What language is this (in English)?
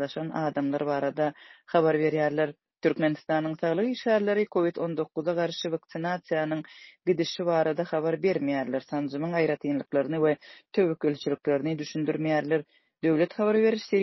Turkmen